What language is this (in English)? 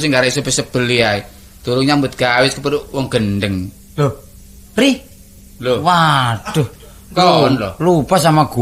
Javanese